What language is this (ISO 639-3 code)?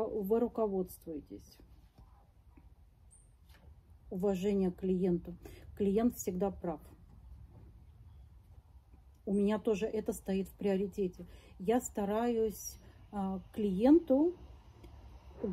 rus